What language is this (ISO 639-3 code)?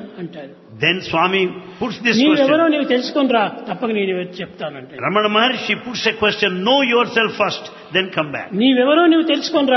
tel